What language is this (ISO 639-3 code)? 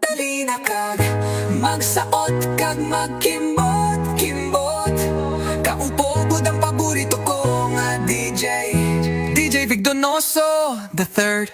hil